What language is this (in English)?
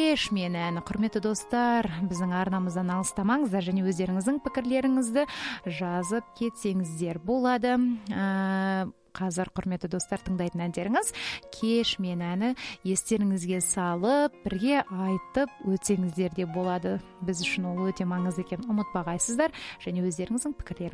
Kazakh